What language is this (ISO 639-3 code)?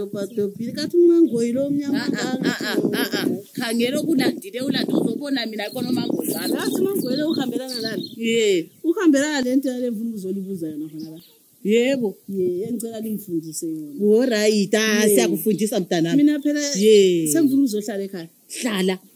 nde